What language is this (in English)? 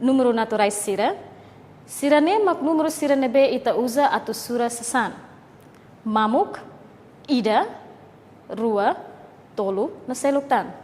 Tetum